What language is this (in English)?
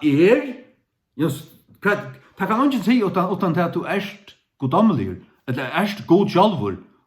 Faroese